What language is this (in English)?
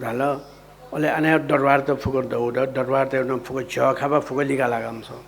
Newari